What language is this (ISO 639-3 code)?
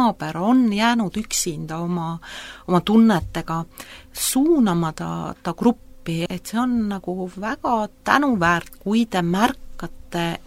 est